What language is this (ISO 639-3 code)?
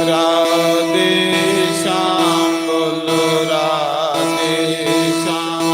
doi